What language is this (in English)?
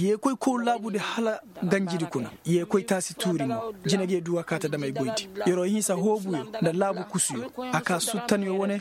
Koyraboro Senni